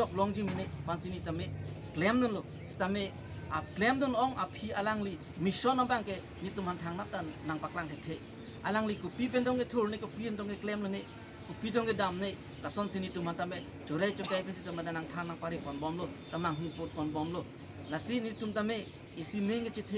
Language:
Karbi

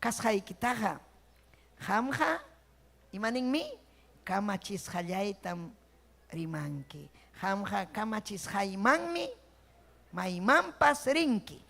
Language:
Ayacucho Quechua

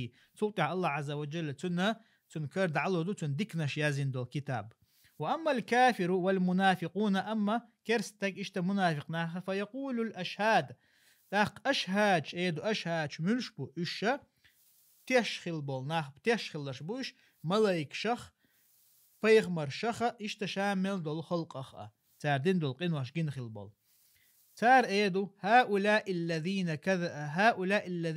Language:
Chechen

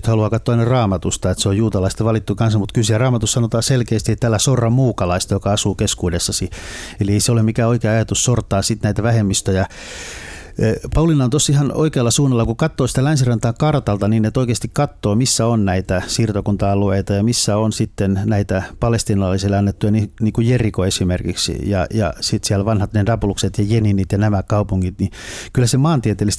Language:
Finnish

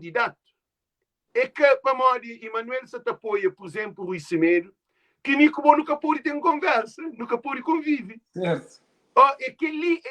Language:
Kabuverdianu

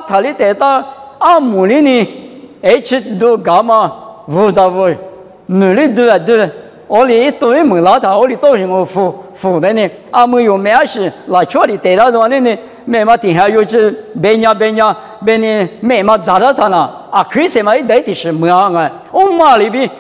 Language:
Lisu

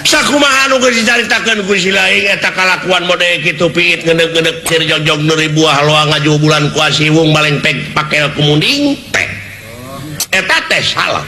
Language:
Sundanese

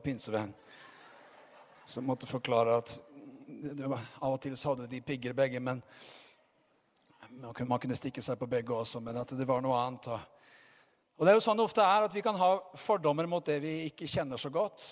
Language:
Norwegian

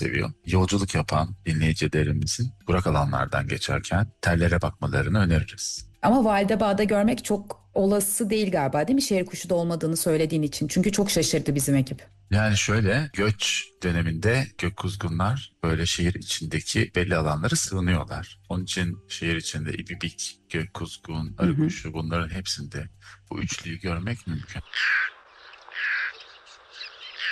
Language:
Turkish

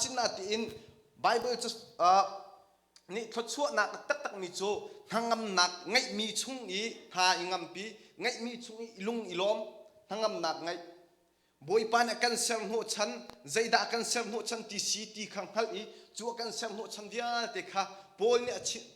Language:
Hakha Chin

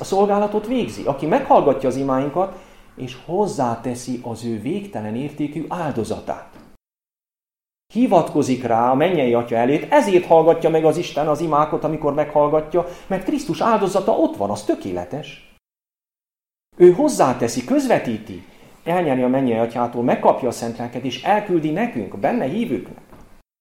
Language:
Hungarian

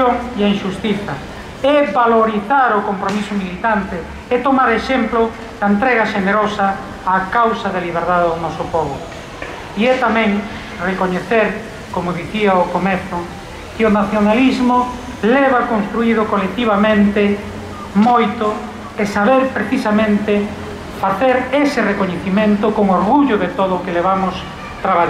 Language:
Galician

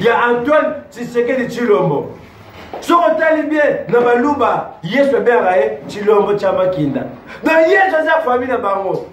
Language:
Lingala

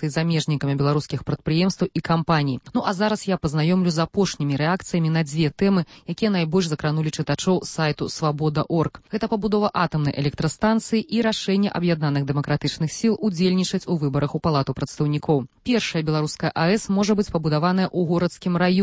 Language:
Belarusian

